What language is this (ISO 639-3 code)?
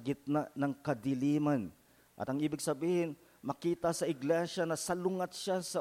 fil